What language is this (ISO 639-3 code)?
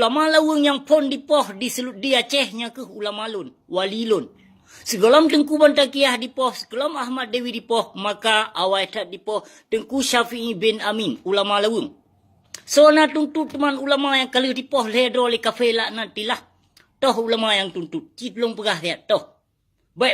ace